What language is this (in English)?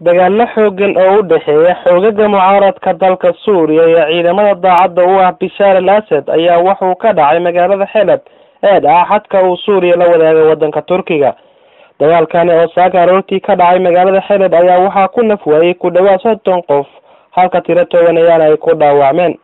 Somali